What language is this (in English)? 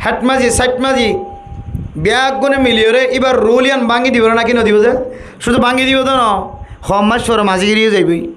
Rohingya